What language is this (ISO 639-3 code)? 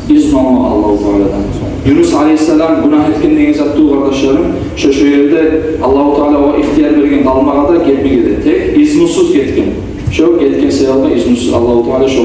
kum